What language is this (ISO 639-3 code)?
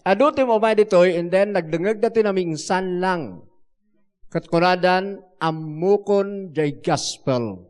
ilo